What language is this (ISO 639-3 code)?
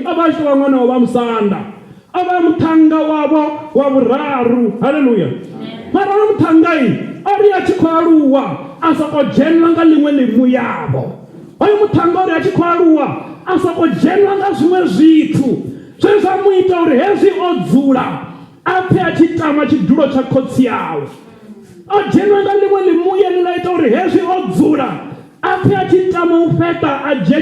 ven